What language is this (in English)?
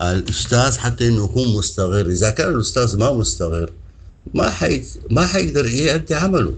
Sudanese Arabic